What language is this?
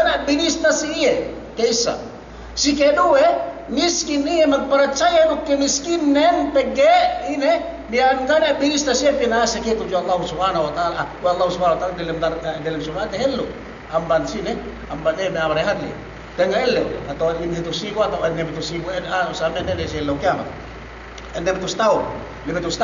Yakan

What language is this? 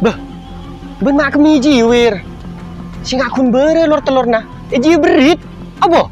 Madurese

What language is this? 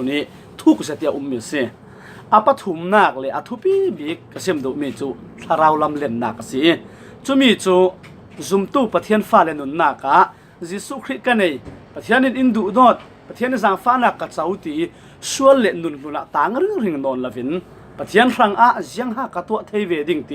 Falam Chin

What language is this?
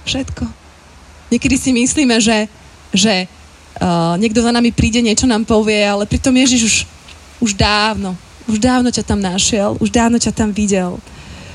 Slovak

